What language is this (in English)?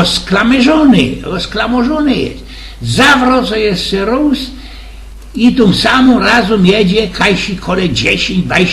Silesian